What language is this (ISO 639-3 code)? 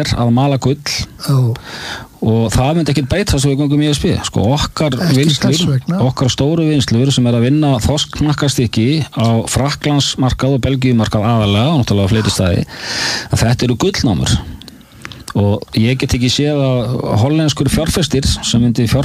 isl